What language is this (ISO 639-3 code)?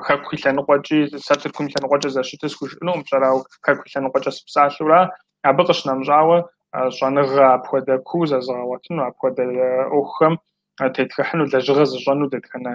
kbd